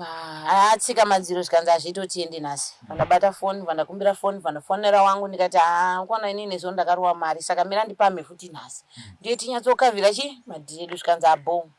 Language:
Shona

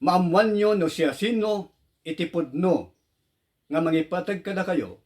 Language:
Iloko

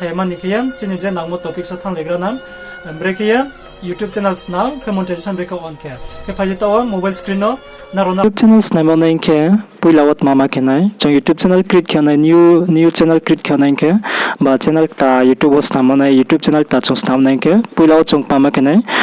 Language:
Riang (India)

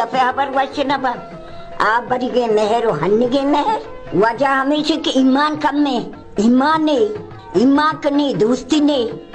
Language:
Baluchi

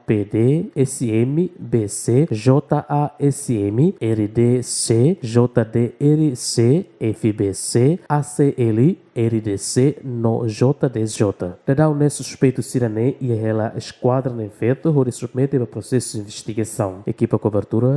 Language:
Tetum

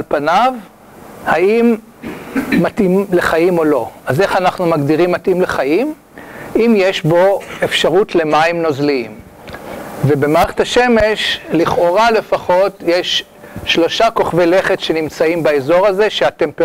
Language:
Hebrew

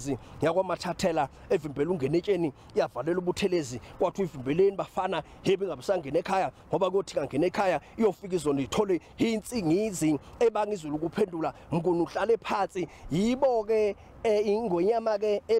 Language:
Zulu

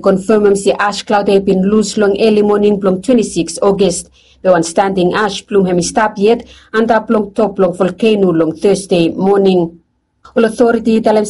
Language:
Bislama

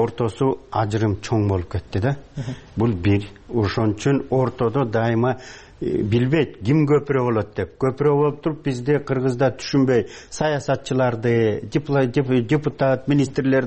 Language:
Kyrgyz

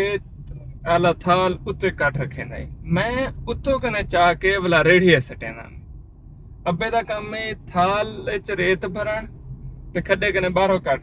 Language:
Saraiki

